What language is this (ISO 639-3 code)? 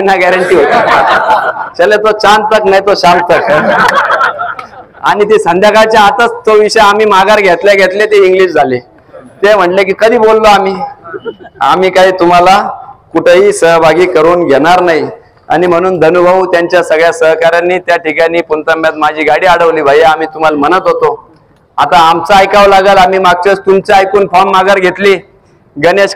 mar